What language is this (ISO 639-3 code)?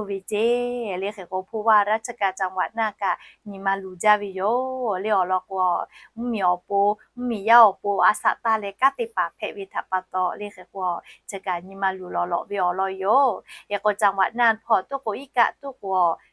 lhu